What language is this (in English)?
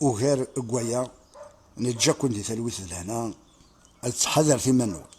Kabyle